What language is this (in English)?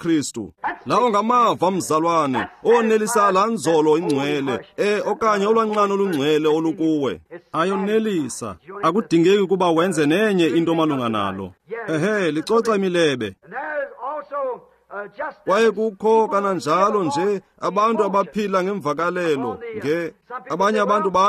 Xhosa